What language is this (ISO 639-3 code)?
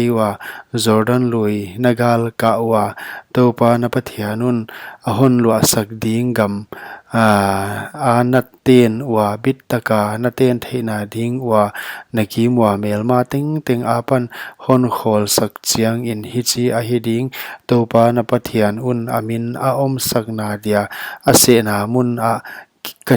pck